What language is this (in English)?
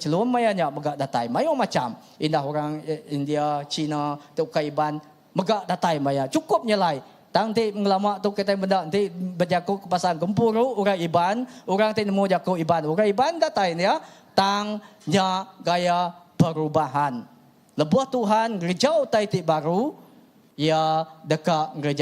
Iban